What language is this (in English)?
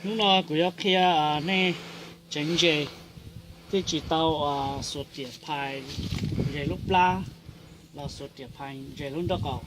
Hmong